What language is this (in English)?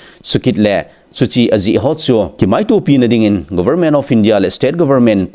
Thado Chin